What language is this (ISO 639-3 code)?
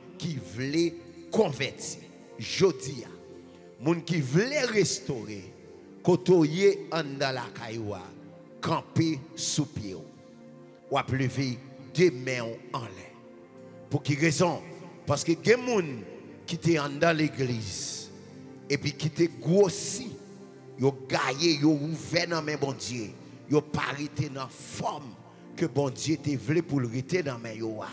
hat